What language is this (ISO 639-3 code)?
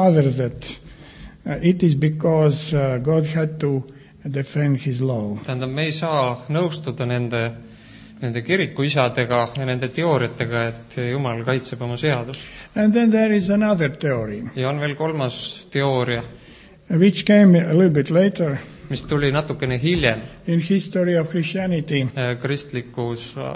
est